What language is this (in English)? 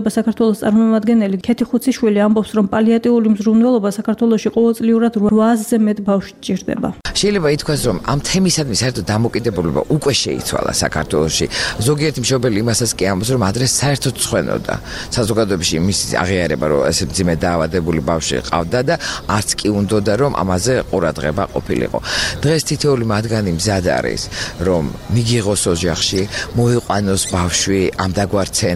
Georgian